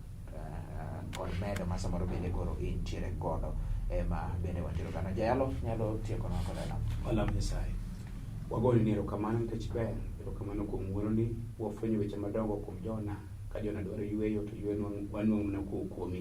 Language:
Luo (Kenya and Tanzania)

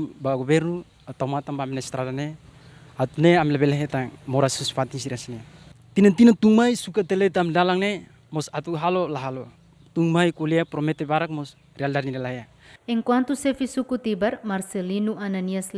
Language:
Tetum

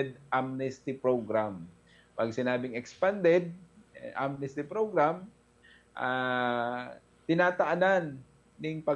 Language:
Bikol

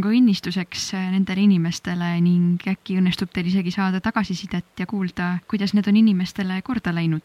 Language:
Estonian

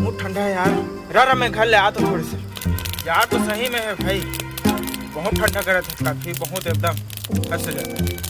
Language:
Chhattisgarhi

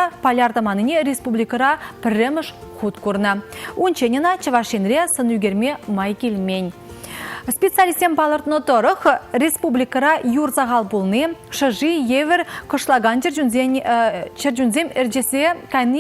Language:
Chuvash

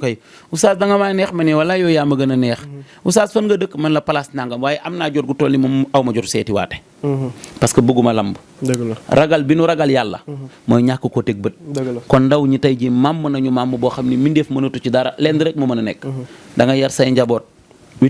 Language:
Wolof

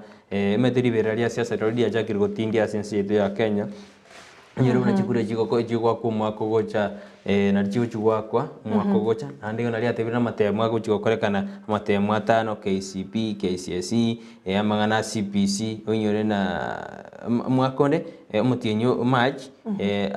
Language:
Gusii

